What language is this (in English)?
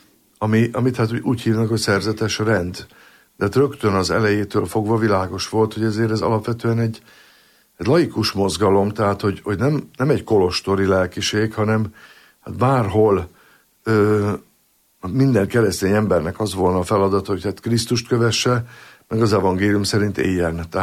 Hungarian